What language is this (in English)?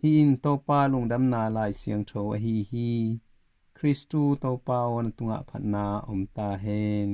Tedim Chin